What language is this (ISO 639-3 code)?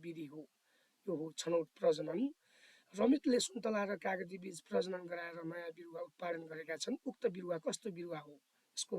nep